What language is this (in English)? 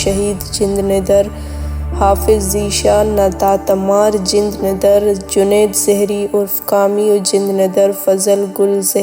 Brahui